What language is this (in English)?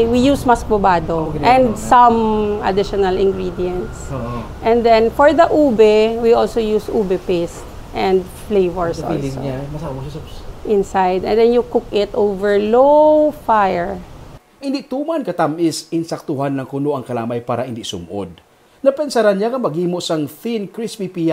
Hiligaynon